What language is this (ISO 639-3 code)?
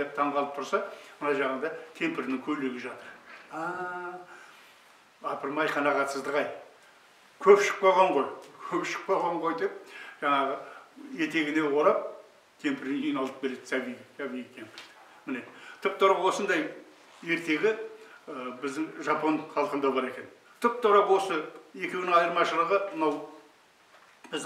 kaz